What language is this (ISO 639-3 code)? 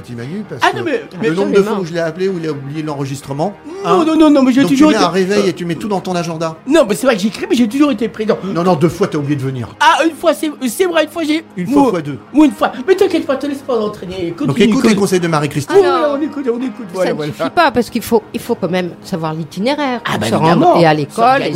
fra